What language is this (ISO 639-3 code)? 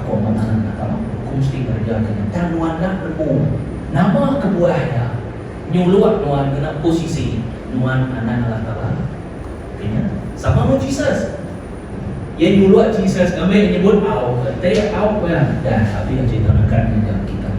iba